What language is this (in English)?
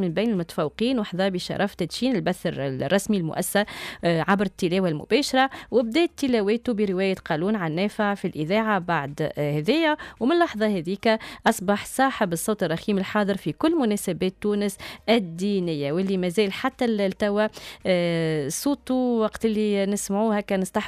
Tunisian Arabic